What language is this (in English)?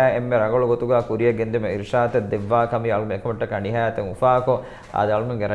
Divehi